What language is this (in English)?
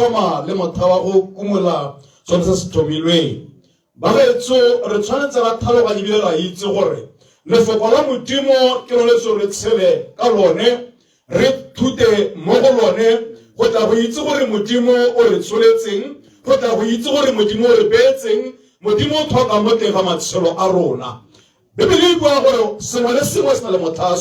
Tswana